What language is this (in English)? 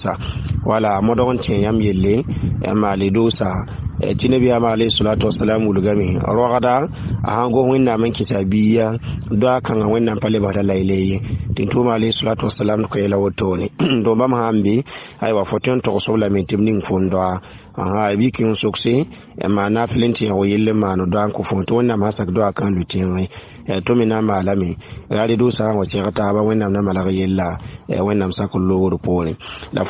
Mossi